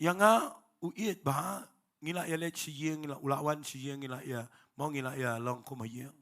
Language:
Khasi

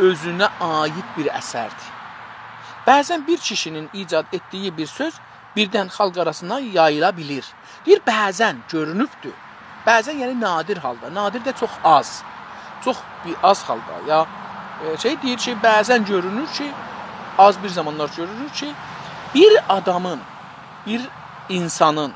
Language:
South Azerbaijani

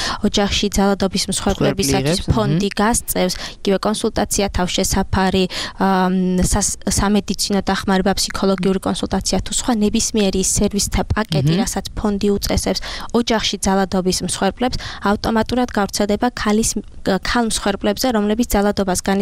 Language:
Georgian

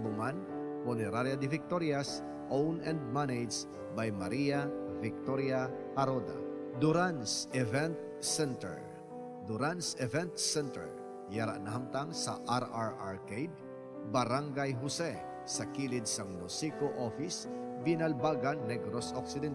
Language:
Hiligaynon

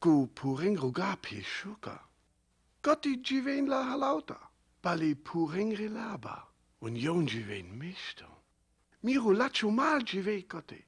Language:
Sinte Romani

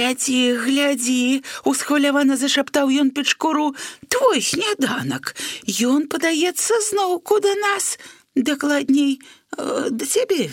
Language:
Belarusian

